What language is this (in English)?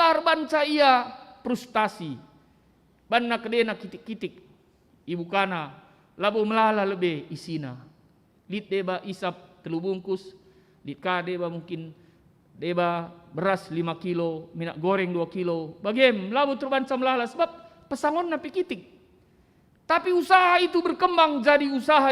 Batak Karo